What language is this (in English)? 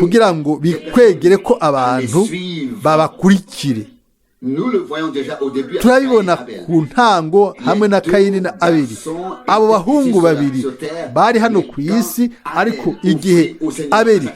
Rundi